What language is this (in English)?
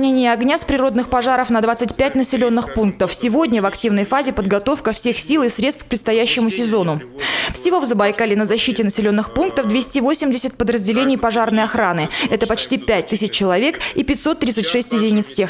Russian